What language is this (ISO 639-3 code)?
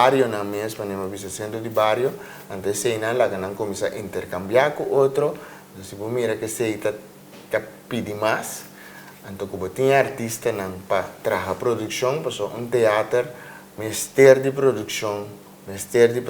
pap